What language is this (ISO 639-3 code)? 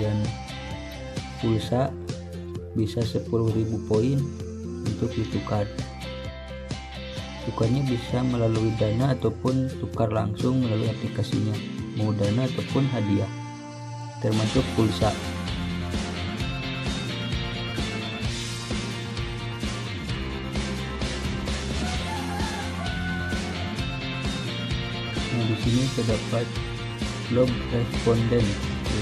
ind